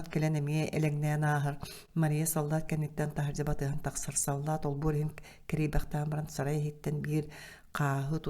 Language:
Yakut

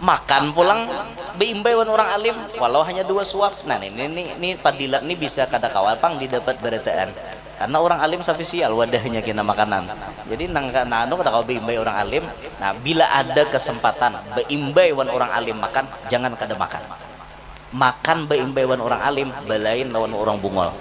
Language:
Banjar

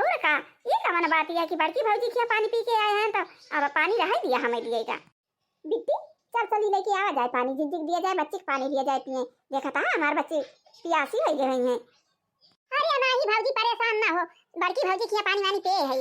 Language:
Awadhi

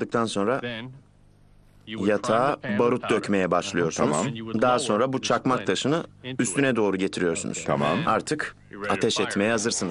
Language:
Turkish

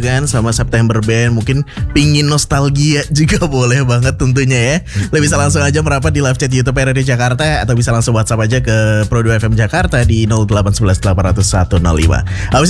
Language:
Indonesian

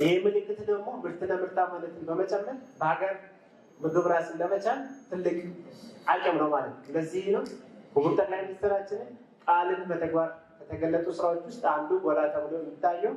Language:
Amharic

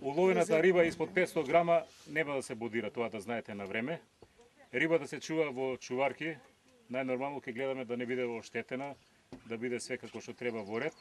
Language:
Macedonian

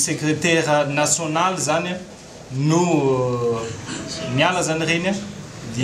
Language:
Malagasy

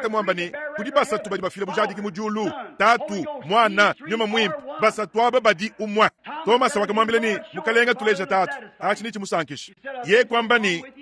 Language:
Luba-Lulua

